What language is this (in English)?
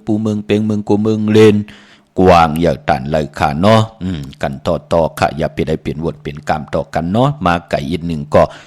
Shan